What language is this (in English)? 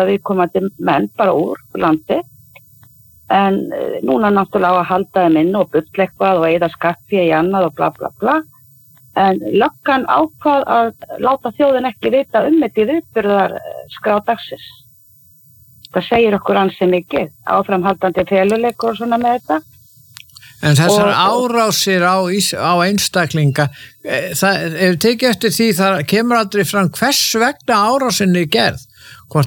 Icelandic